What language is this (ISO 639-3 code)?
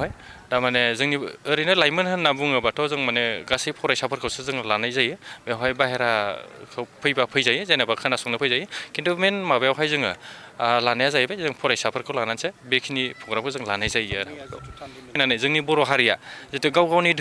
brx